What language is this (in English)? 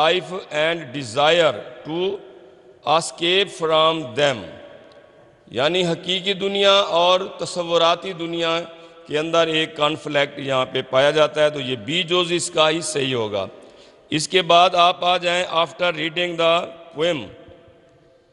Urdu